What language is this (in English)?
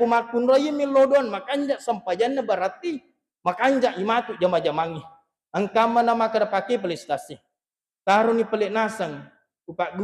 Buginese